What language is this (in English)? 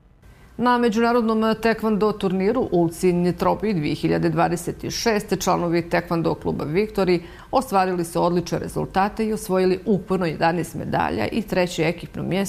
Bosnian